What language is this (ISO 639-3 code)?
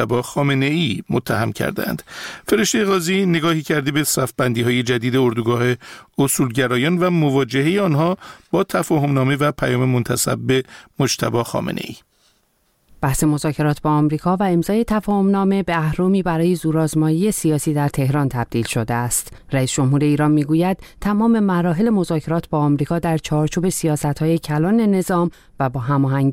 fas